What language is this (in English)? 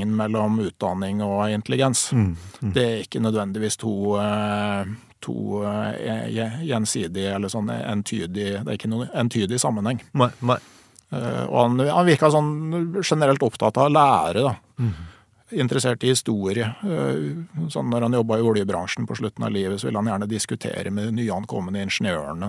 Norwegian